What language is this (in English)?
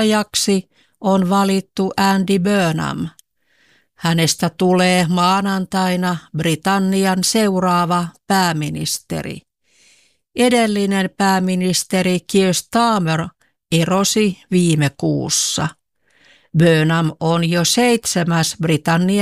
Finnish